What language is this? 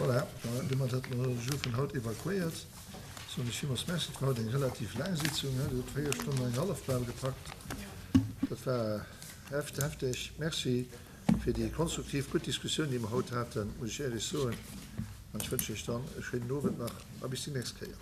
Luxembourgish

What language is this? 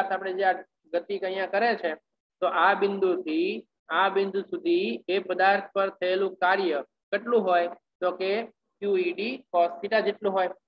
Gujarati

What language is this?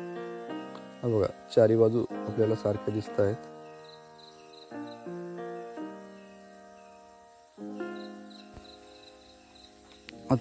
Marathi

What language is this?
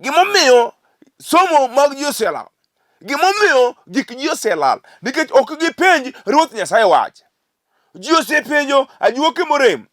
Luo (Kenya and Tanzania)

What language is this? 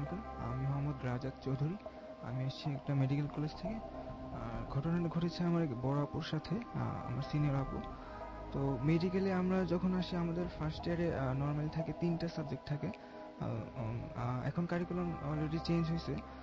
Bangla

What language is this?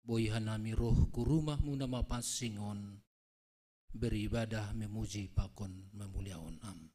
Batak Simalungun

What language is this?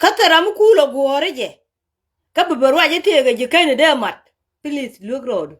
Nuer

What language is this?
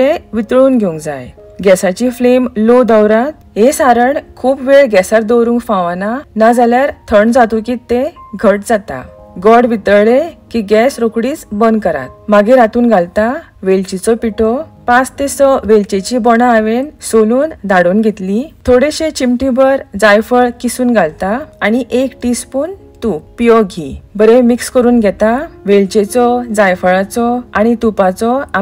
Konkani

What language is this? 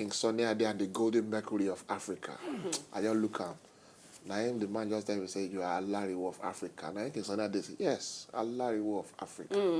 Nigerian Pidgin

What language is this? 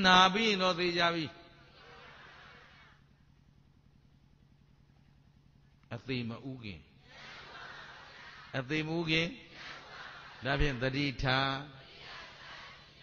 Burmese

